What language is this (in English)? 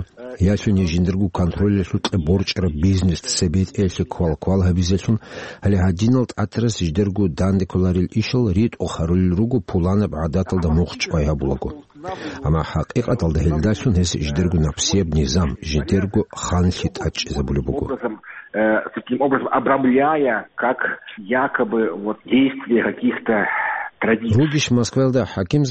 Avaric